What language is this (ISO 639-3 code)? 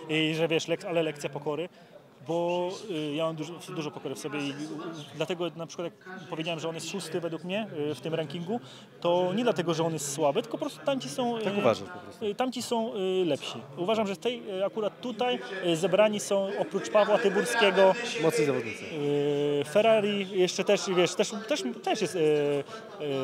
pol